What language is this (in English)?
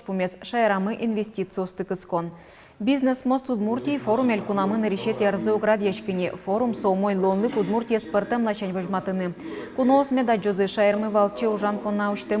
Udmurt